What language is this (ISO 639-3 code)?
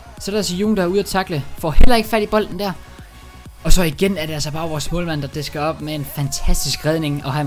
dan